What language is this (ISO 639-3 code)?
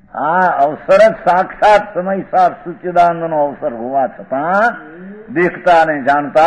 guj